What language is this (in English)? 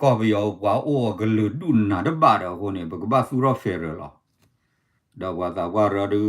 S'gaw Karen